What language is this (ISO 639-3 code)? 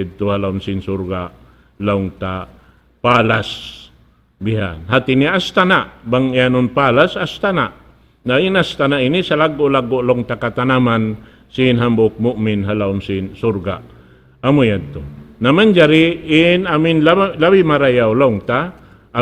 tsg